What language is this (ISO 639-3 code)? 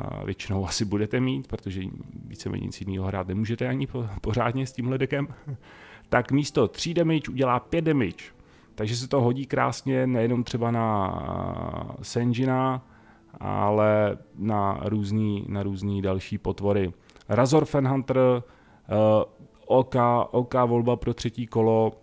ces